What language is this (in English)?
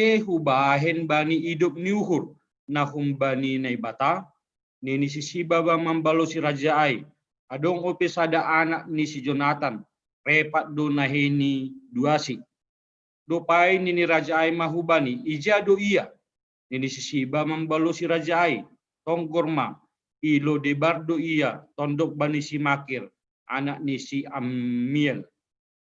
Batak Simalungun